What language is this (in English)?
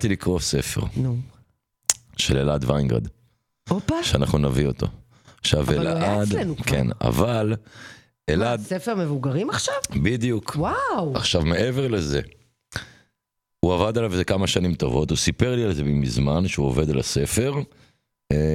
Hebrew